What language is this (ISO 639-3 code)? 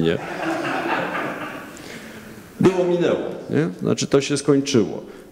pol